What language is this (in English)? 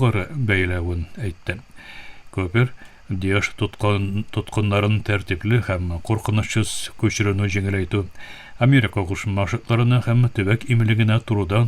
Tatar